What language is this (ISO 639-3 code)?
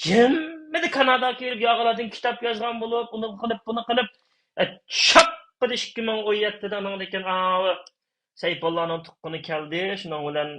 uig